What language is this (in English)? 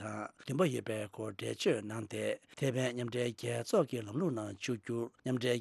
Tibetan